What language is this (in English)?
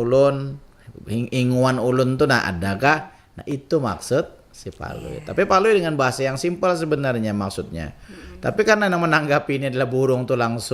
Banjar